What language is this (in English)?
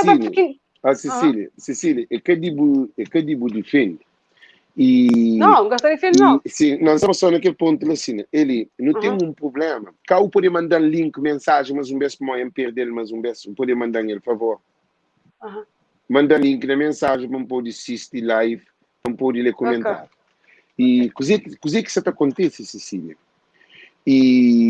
Kabuverdianu